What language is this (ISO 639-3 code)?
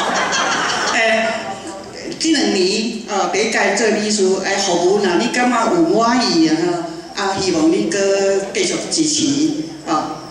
nan